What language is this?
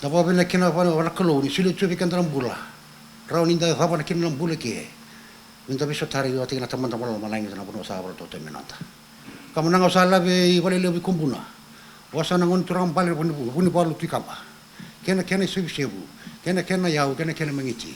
Fijian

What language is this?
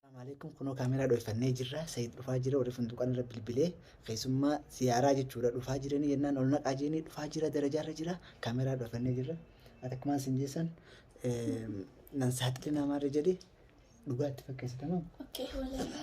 Oromo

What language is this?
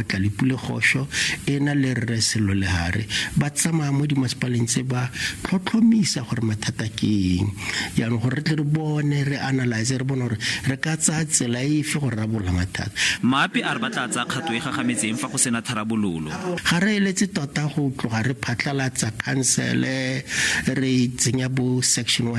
Tswana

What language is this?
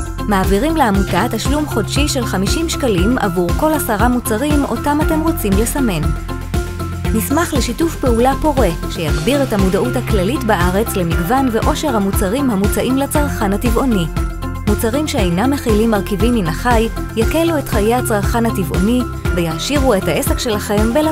Hebrew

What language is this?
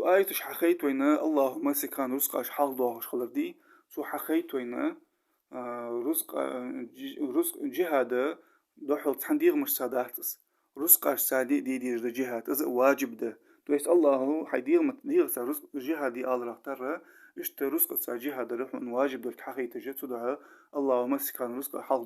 Ingush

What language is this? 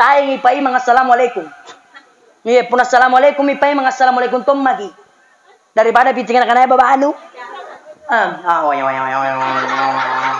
Makasar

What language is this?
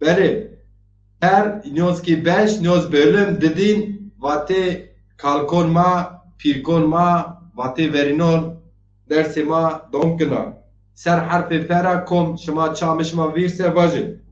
Zaza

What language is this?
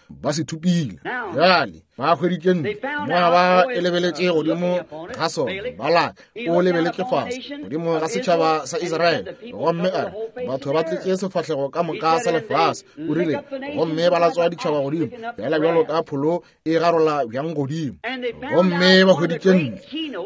Northern Sotho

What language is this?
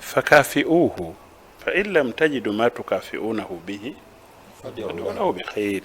Ganda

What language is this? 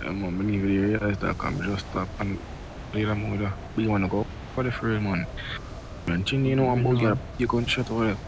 Jamaican Creole English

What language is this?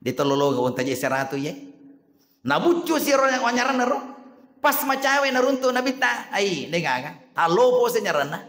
Buginese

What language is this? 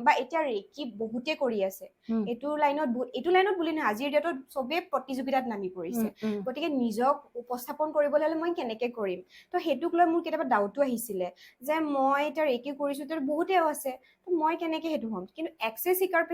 Assamese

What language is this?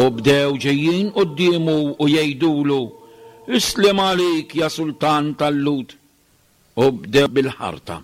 Maltese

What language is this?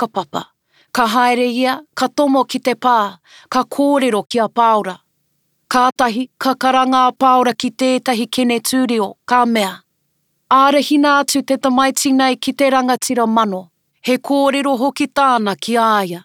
Māori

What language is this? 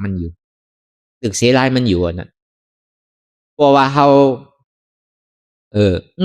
Shan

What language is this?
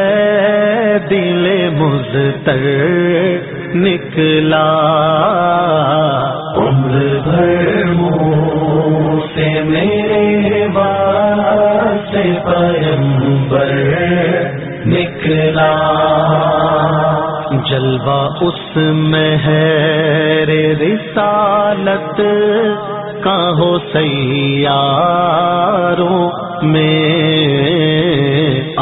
Urdu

